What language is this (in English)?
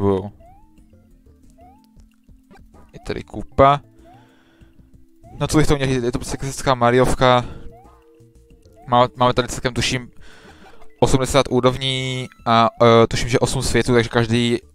Czech